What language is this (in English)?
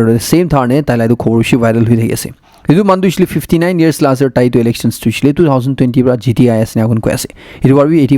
Naga Pidgin